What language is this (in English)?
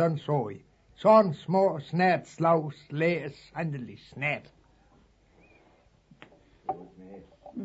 Danish